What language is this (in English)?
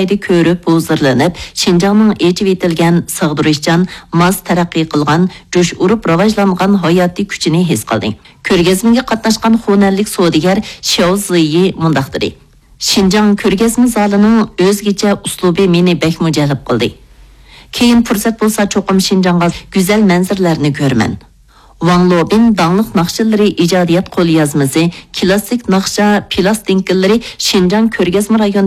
Uyghur